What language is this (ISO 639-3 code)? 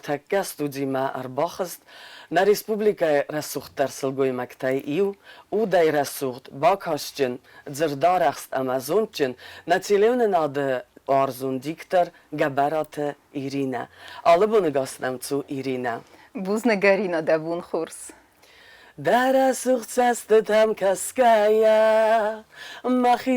oss